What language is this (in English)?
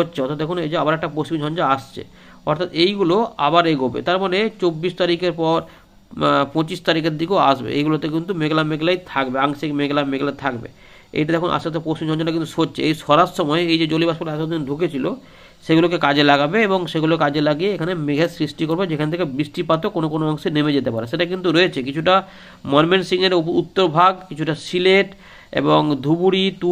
Bangla